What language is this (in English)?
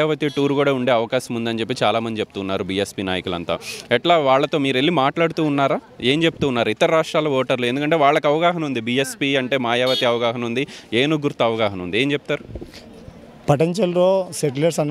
Telugu